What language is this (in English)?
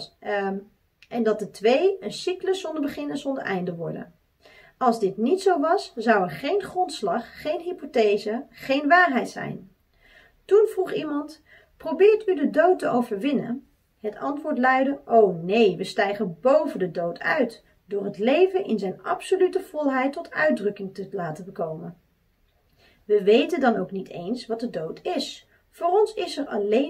Dutch